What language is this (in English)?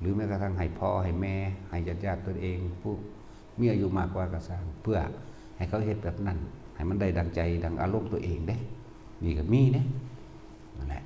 Northeastern Thai